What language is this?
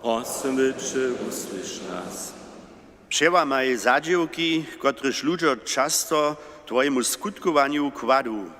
Upper Sorbian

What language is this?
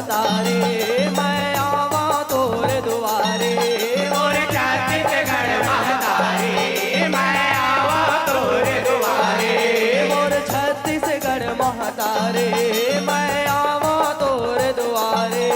Chhattisgarhi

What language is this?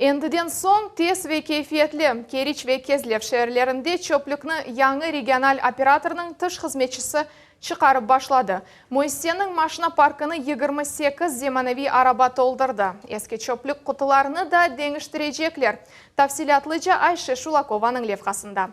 Crimean Tatar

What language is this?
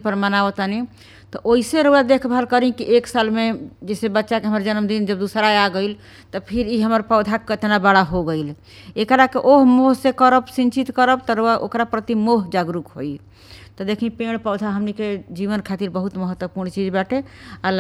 Bhojpuri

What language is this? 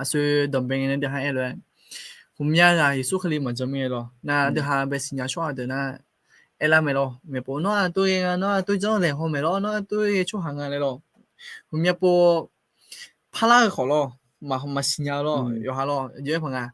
Akha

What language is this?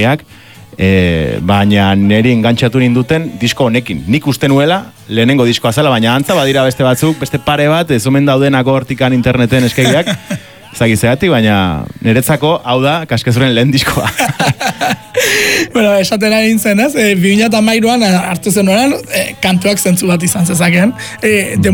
Basque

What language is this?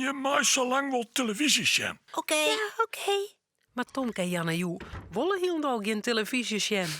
Western Frisian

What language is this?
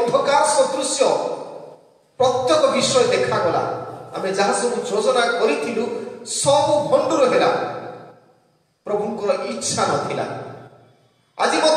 Odia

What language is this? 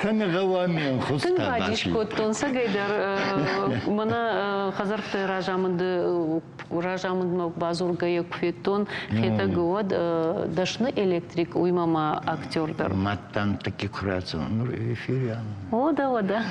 Ossetic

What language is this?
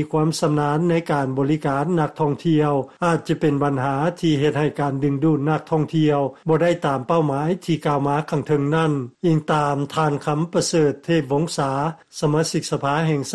Lao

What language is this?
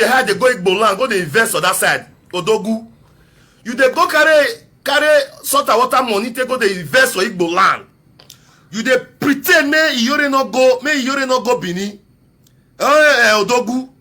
Nigerian Pidgin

